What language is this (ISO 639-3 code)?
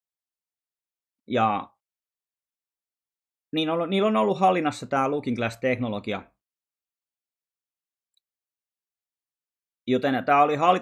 fin